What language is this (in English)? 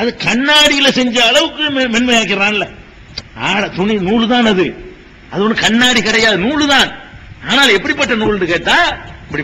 Tamil